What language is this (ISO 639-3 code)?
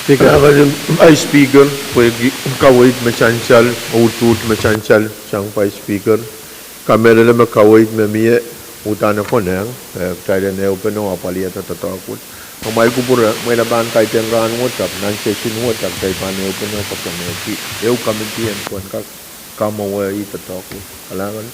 pon